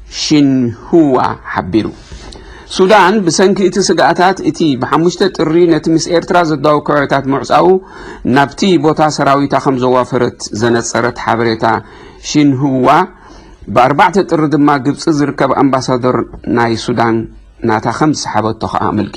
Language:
Tigrinya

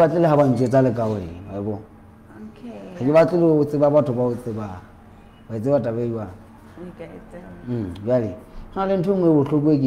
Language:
Southern Sotho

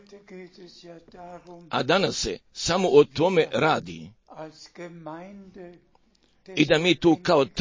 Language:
Croatian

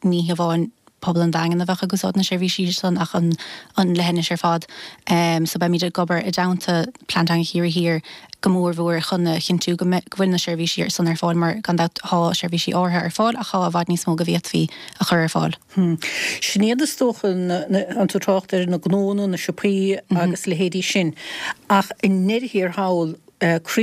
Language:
Irish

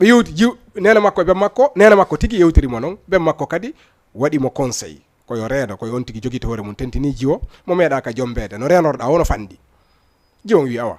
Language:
Fula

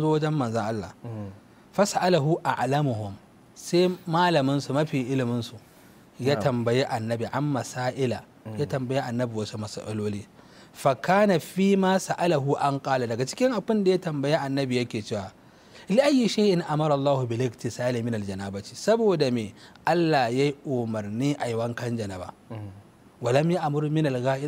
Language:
Hausa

